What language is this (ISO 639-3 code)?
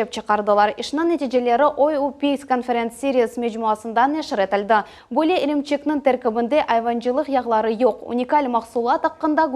crh